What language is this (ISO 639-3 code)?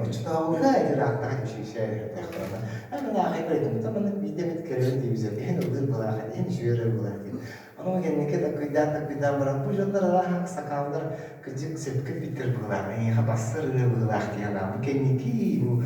sah